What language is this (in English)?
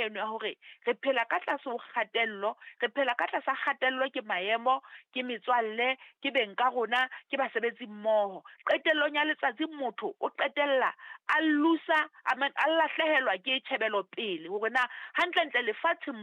Southern Sotho